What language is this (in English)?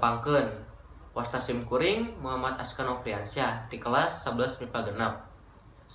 Sundanese